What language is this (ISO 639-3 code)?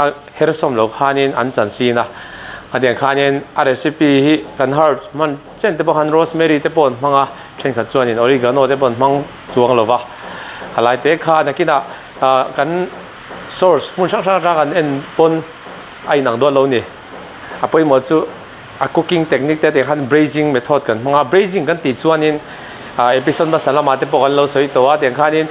lus